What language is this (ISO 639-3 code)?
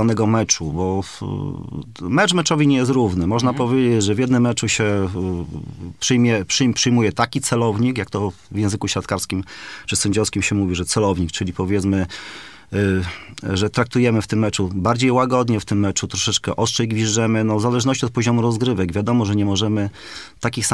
pol